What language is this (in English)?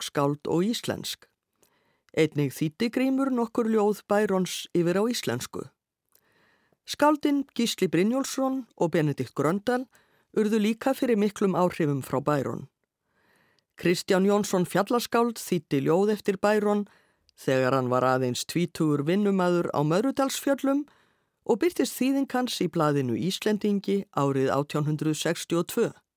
Icelandic